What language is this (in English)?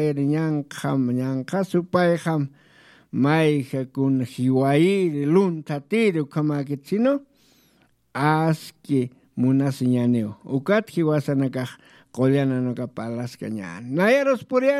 Aymara